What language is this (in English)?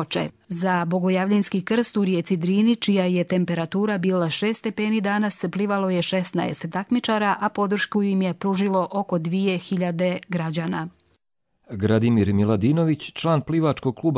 Croatian